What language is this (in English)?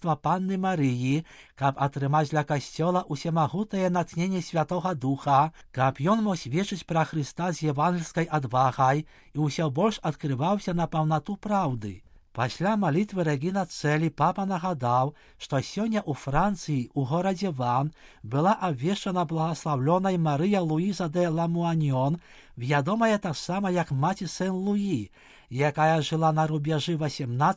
Belarusian